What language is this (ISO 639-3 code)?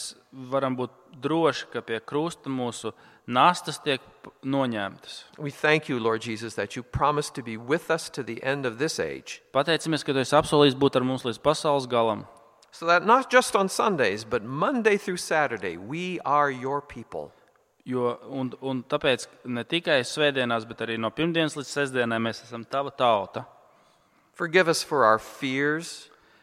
lav